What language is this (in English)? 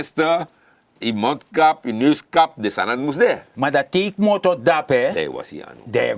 Sranan Tongo